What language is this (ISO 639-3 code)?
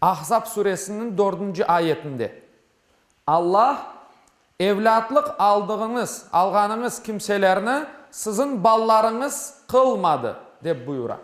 crh